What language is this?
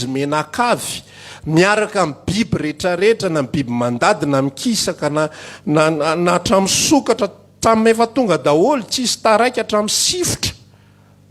Malagasy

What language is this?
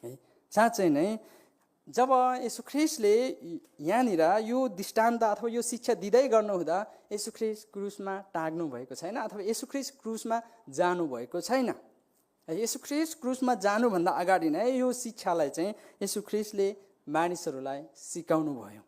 Nepali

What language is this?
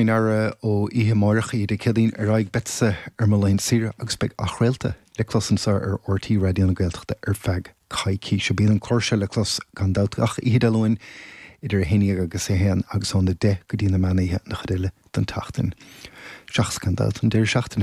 Irish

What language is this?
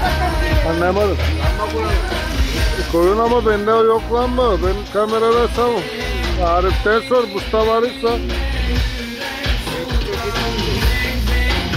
Turkish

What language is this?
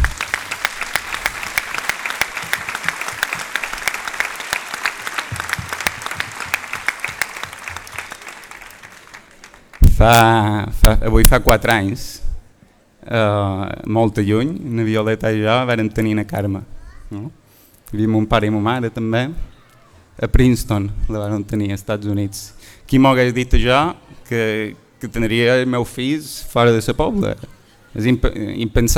Catalan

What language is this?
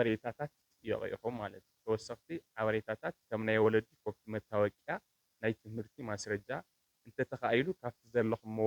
Tigrinya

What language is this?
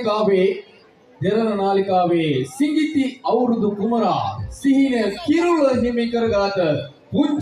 Sinhala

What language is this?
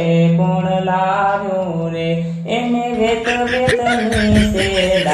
Gujarati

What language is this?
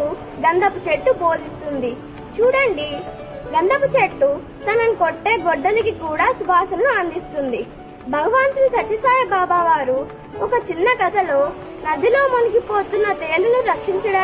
Telugu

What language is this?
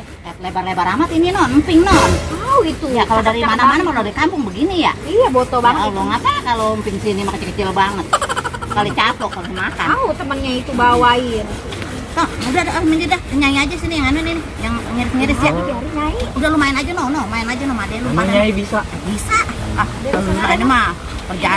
Betawi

